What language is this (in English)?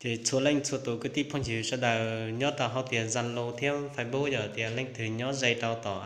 Hmong